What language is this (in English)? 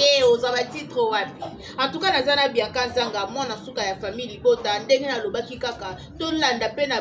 Lingala